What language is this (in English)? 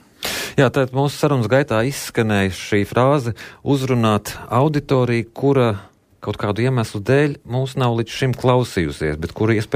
Latvian